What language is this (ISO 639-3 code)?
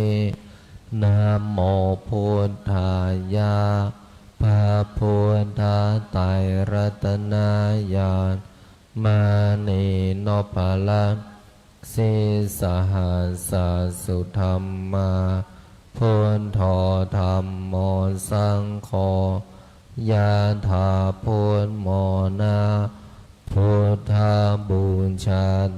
pli